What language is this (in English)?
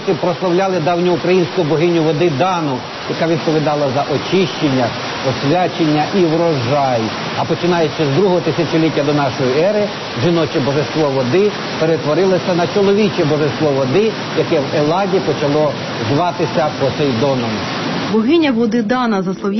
Ukrainian